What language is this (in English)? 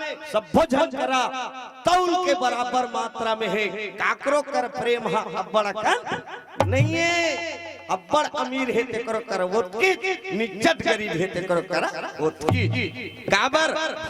Chhattisgarhi